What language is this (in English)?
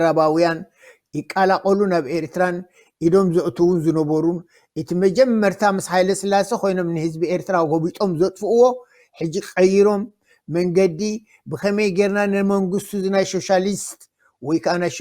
Tigrinya